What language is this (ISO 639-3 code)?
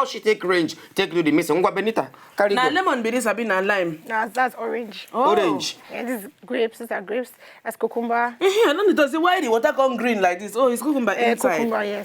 pcm